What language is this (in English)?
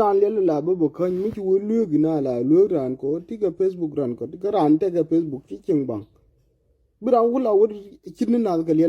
Nuer